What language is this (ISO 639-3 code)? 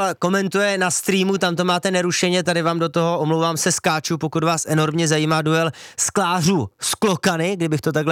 ces